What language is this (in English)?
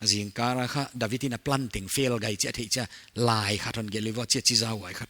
Paite Chin